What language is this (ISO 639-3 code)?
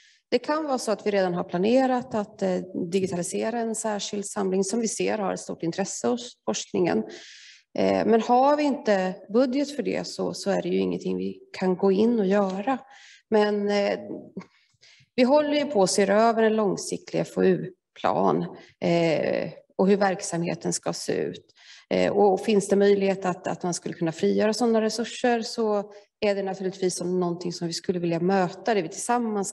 swe